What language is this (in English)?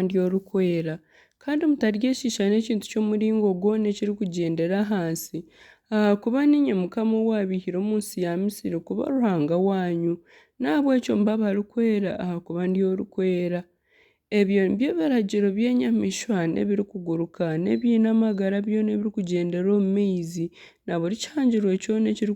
Nyankole